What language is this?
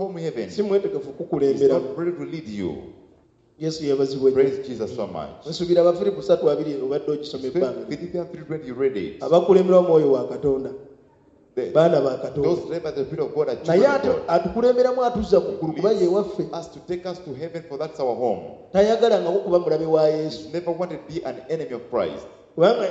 Ganda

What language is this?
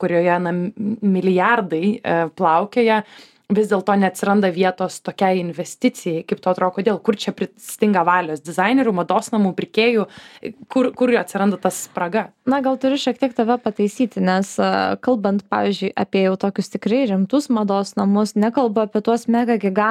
Lithuanian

